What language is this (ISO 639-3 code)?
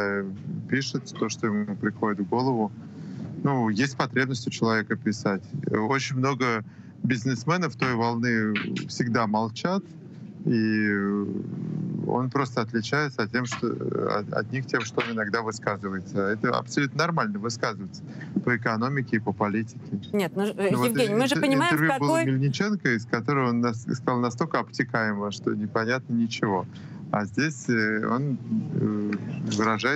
rus